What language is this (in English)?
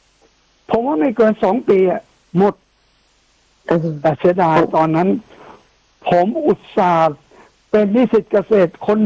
Thai